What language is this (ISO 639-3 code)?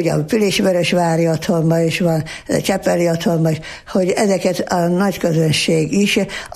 hun